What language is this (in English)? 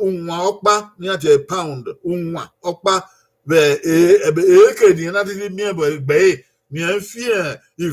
Bini